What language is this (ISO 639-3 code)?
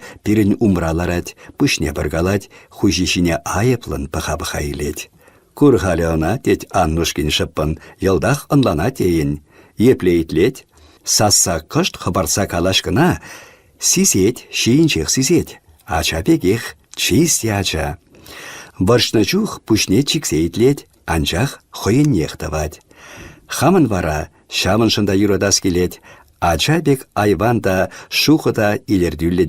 chv